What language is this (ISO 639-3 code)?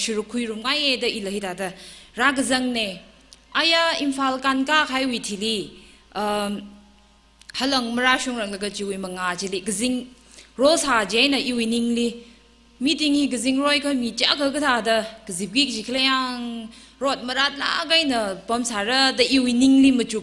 nmf